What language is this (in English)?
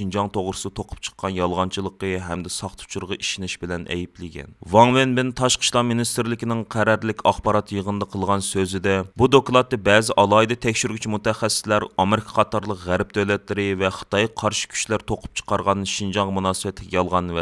Uyghur